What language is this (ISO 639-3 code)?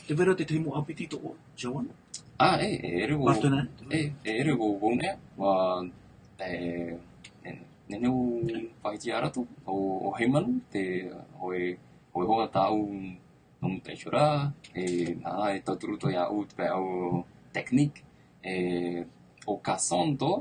tah